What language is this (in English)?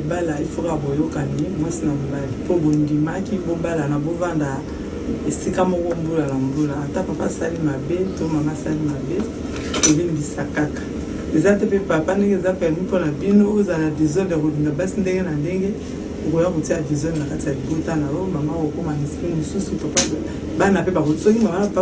Lingala